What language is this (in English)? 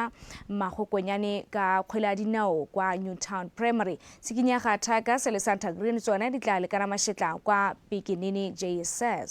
Tswana